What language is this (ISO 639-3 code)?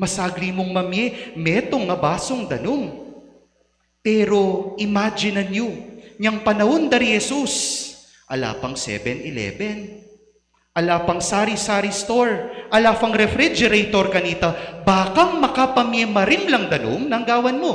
pam